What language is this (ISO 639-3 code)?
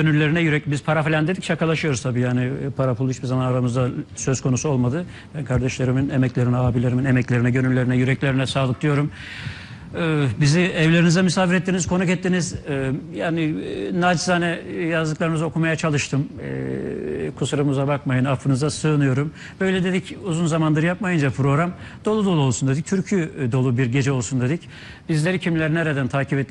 tur